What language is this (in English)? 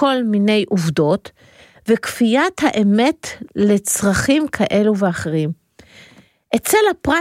Hebrew